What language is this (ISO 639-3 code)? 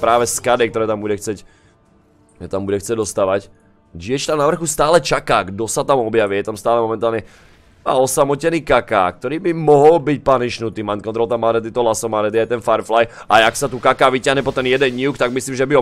slk